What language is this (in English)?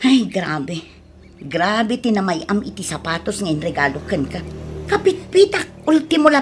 Iloko